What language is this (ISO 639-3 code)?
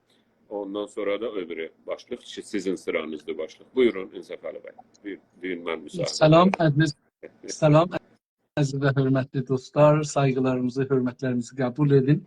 azb